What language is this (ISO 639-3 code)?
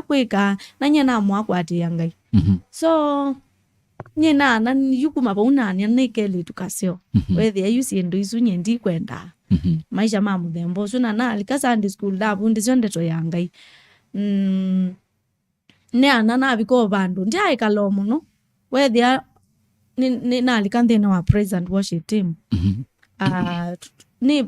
kam